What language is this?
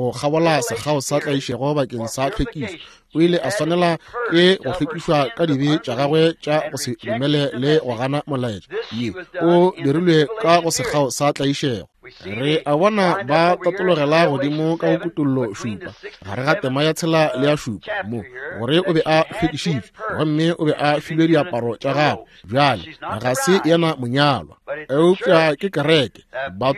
Northern Sotho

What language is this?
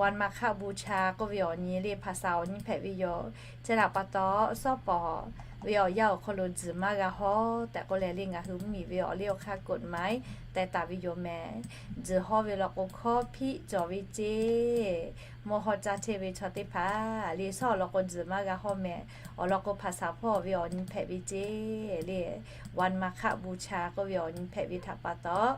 Lahu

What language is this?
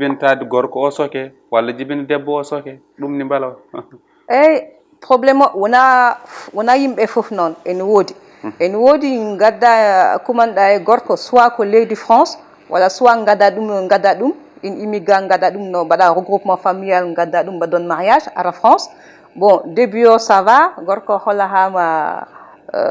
Fula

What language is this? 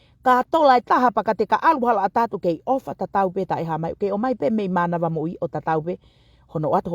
Tongan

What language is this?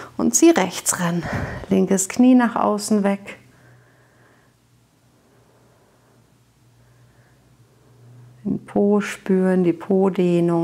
German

